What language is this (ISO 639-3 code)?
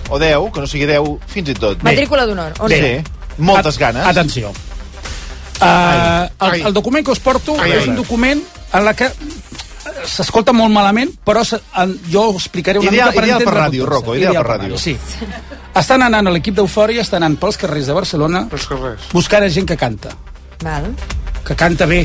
cat